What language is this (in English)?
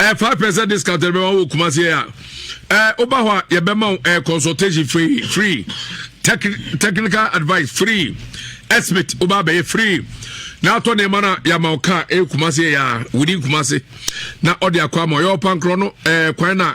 Akan